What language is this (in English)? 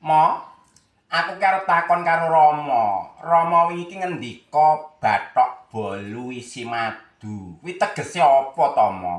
Javanese